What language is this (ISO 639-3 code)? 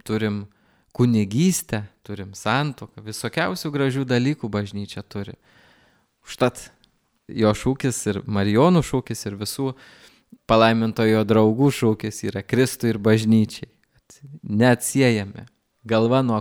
lit